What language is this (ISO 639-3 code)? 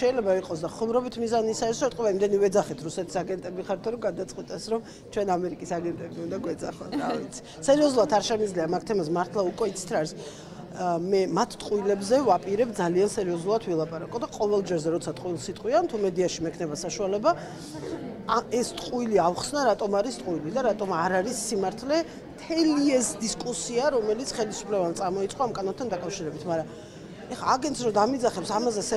kat